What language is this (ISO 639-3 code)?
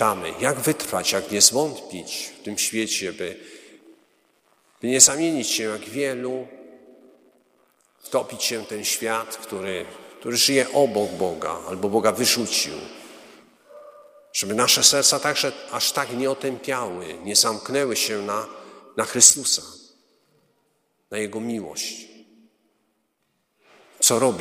pol